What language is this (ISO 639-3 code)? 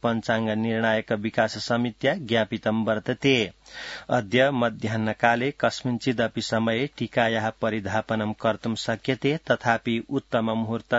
san